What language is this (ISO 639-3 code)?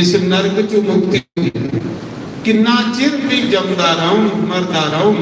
doi